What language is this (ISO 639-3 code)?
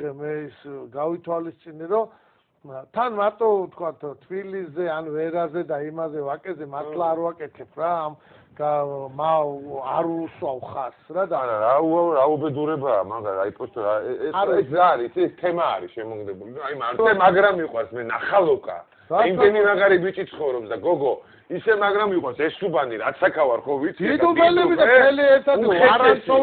kat